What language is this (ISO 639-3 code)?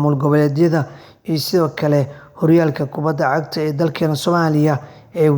som